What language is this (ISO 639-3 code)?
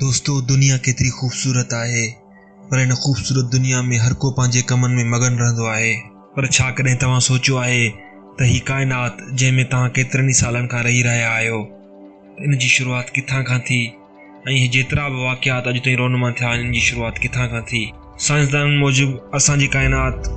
snd